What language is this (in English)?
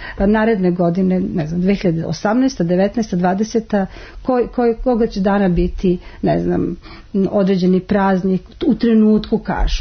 Serbian